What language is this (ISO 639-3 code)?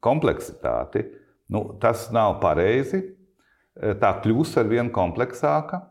lav